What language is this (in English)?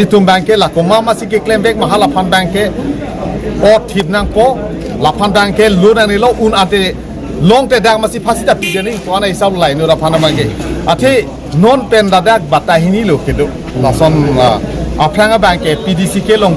Karbi